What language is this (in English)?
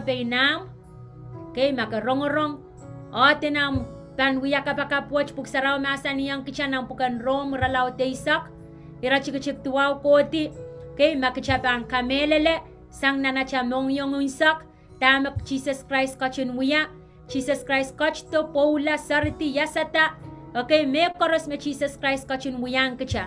Pohnpeian